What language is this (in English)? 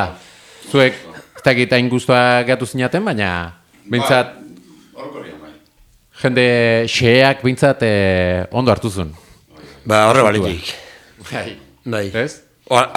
Basque